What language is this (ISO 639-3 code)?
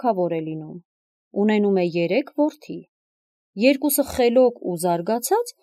hye